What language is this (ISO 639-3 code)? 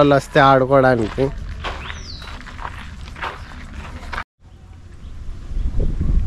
tel